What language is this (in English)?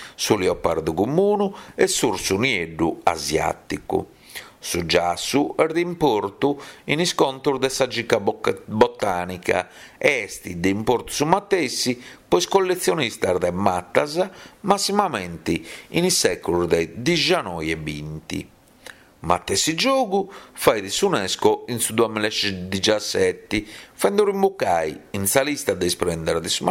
Sardinian